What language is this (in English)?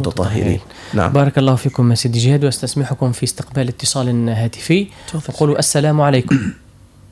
Arabic